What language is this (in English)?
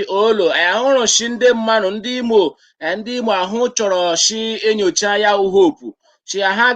Igbo